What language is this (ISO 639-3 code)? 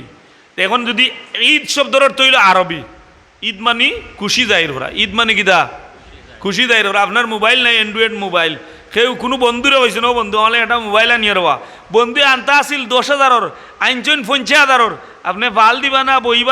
syl